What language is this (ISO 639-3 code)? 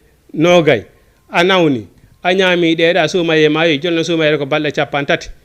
ful